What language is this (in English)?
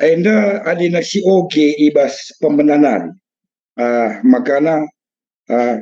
Batak Karo